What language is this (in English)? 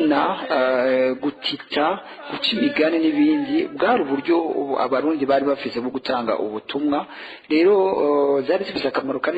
Rundi